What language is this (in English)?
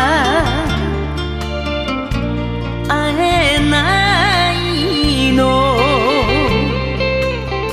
Japanese